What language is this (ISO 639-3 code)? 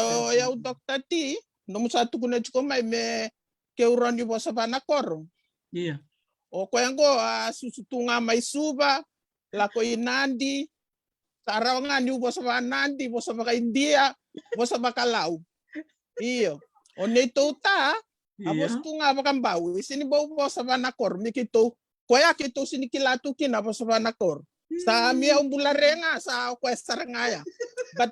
fij